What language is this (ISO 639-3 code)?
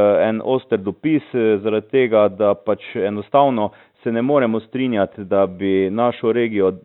slv